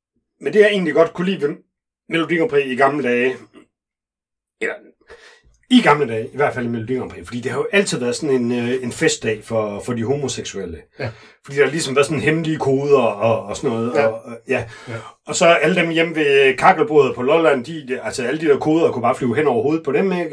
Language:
Danish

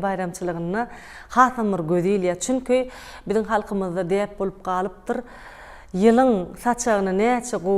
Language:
Turkmen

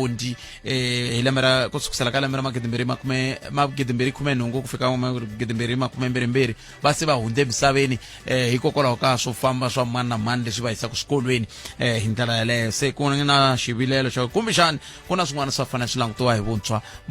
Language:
Tsonga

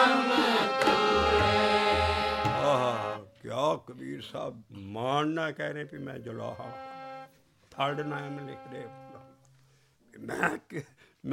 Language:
Punjabi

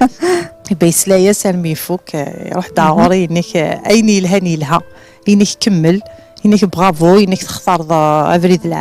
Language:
Kabyle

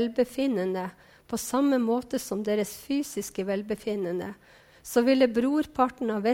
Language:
Norwegian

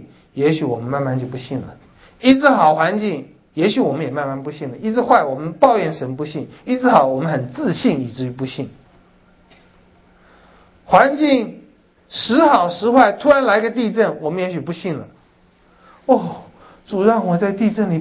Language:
Chinese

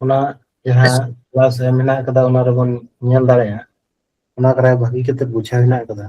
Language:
Santali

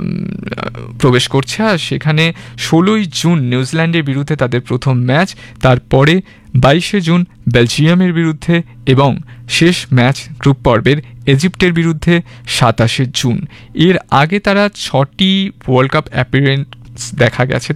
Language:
Bangla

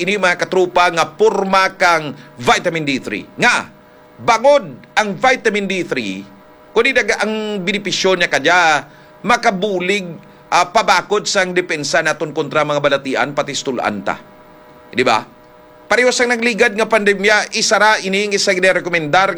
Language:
Hiligaynon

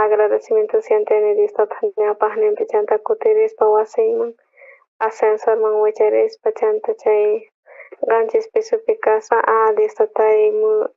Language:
South Bolivian Quechua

